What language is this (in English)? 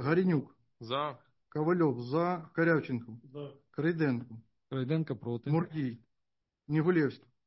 Ukrainian